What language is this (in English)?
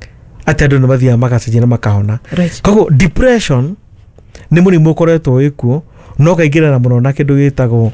Kikuyu